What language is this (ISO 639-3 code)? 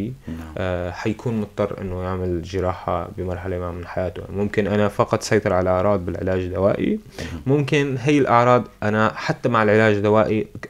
apc